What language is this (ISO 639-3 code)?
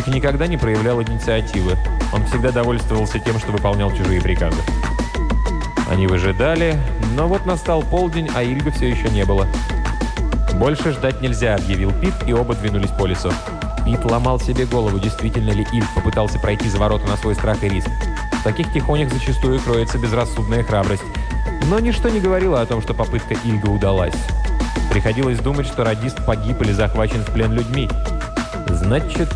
rus